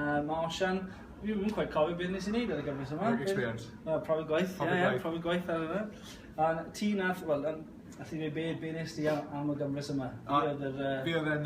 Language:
Welsh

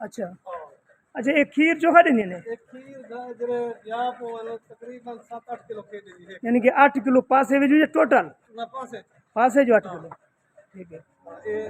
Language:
Saraiki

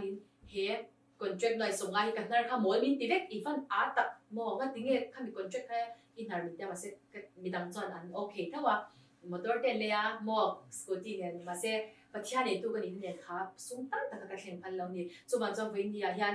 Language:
Tedim Chin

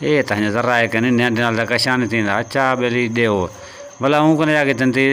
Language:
Saraiki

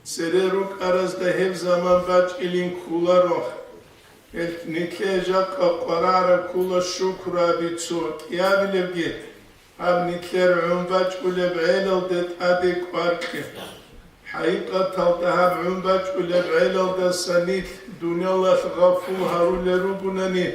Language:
Avaric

